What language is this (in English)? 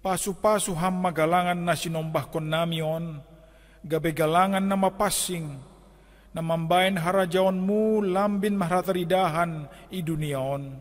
Batak Simalungun